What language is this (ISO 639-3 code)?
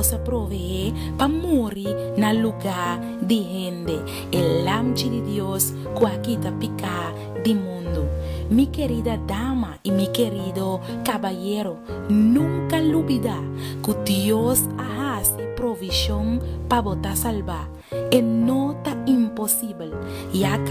pap